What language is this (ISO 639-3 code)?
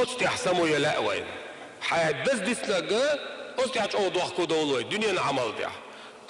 che